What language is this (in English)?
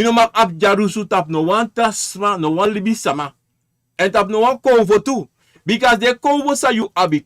Sranan Tongo